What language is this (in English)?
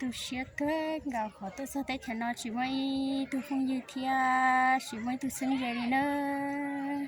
Hmong